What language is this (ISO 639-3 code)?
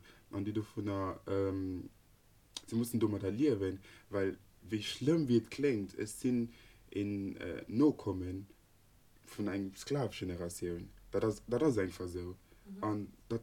ltz